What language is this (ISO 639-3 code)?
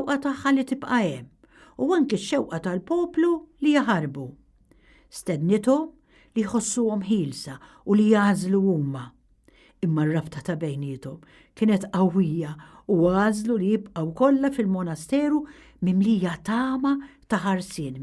mlt